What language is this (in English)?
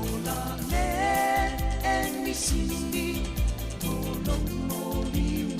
Samoan